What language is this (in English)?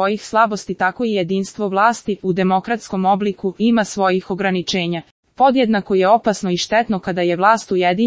Serbian